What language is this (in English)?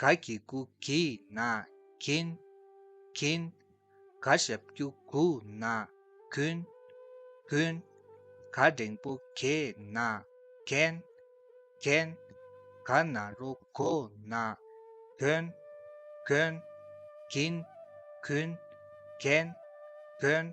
Tibetan